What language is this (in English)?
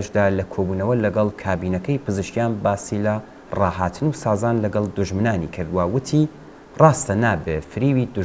Central Kurdish